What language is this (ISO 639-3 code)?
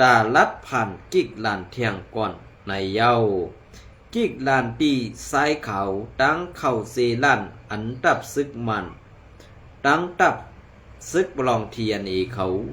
shn